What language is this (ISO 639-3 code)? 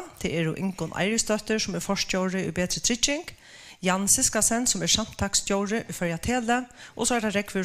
fao